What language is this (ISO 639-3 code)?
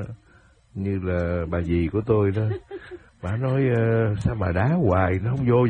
vie